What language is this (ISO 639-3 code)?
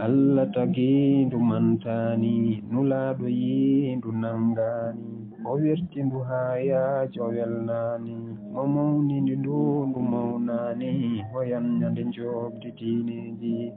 ful